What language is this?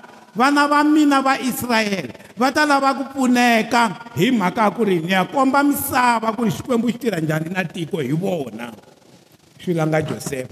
Tsonga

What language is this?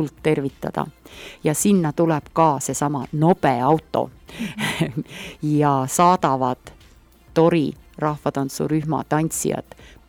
Estonian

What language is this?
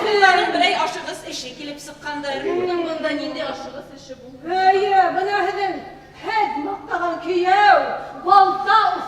Bashkir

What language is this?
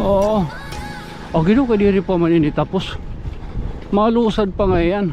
Waray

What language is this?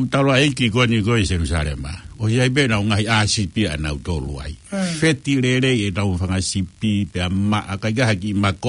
Tongan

